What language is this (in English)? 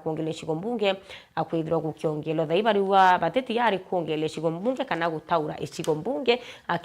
Meru